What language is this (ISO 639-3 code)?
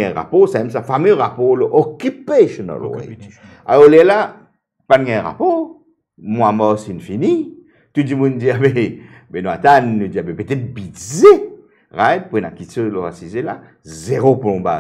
mfe